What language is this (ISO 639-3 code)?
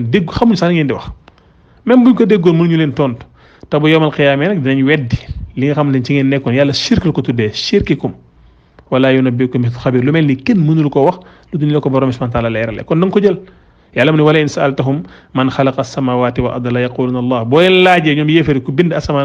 wol